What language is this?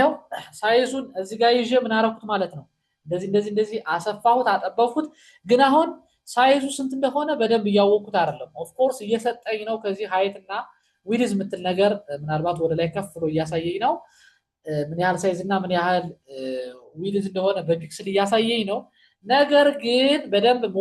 Amharic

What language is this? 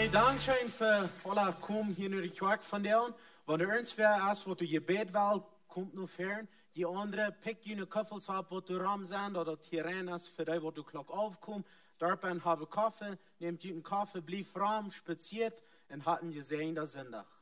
Plautdietsch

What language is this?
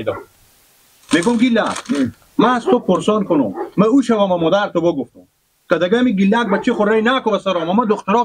Persian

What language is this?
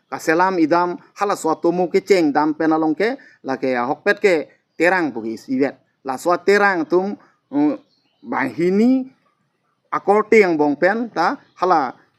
Karbi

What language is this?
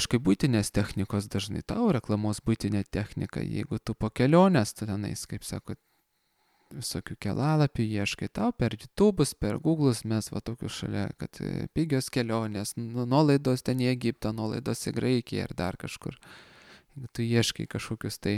Lithuanian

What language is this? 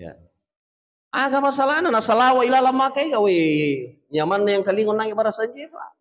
Buginese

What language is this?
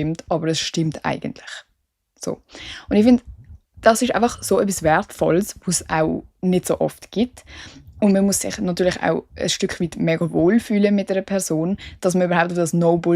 Swiss German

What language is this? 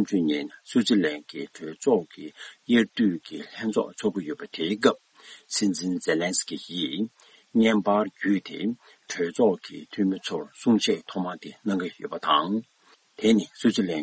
Tibetan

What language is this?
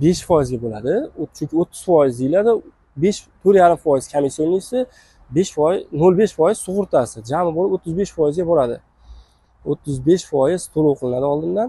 Uzbek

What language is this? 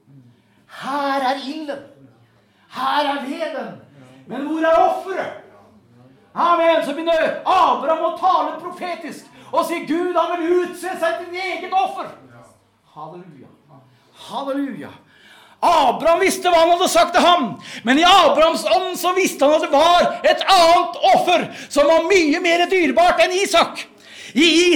Norwegian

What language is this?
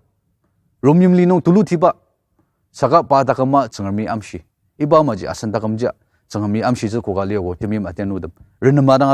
Ao Naga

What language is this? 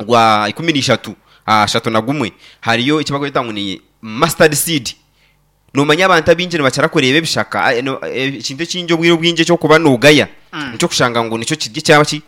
Nyankole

